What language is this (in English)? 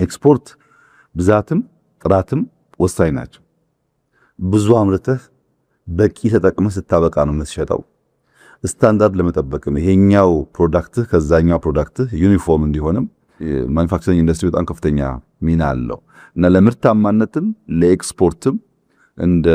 Amharic